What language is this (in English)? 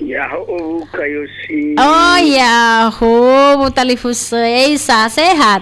Nias